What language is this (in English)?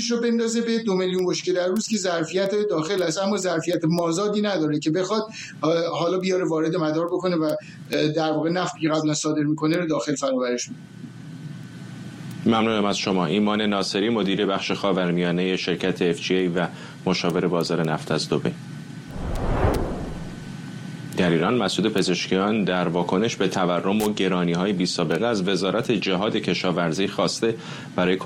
Persian